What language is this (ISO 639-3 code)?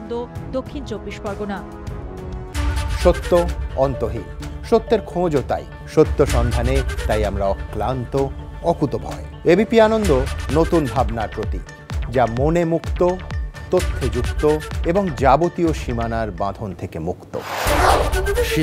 ben